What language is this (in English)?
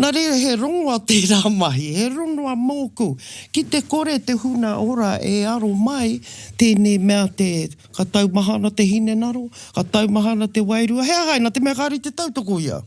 Māori